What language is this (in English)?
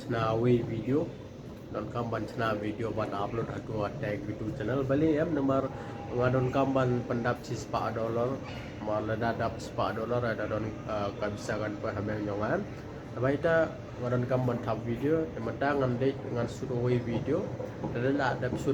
Khasi